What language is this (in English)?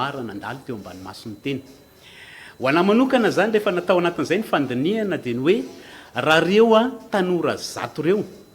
Malagasy